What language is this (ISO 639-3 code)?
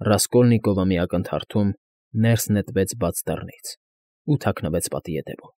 hye